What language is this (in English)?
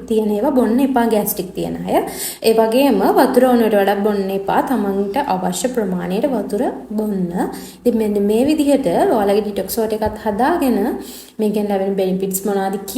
Sinhala